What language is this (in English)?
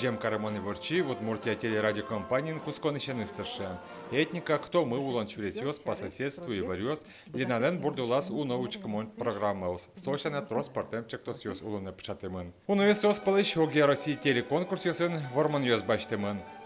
Udmurt